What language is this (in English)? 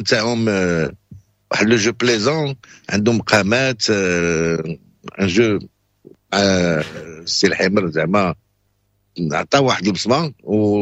Moroccan Arabic